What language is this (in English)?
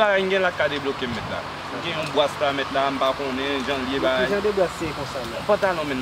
Haitian Creole